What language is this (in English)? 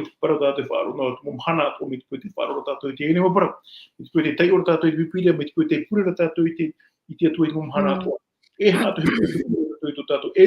Tahitian